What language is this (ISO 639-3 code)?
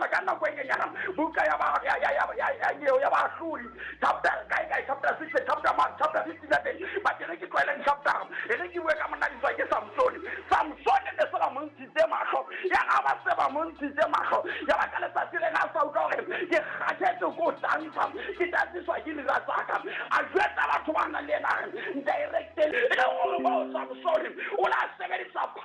sot